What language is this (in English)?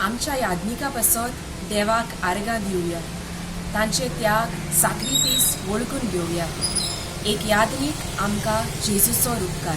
Konkani